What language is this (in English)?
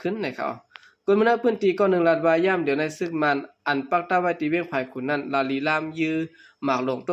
Shan